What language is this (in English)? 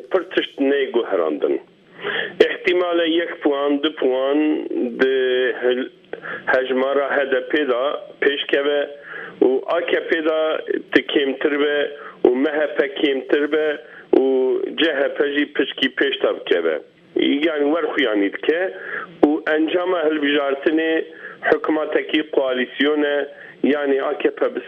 Kurdish